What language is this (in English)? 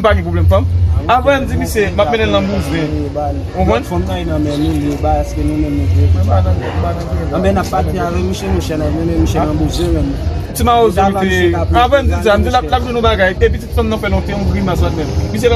Haitian Creole